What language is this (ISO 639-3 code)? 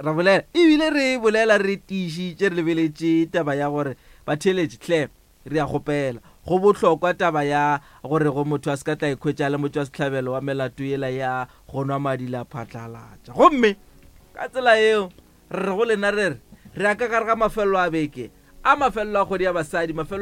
nso